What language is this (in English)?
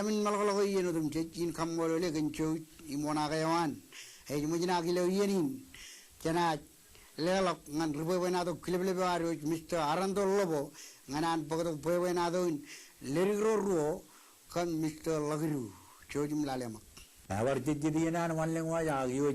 Marshallese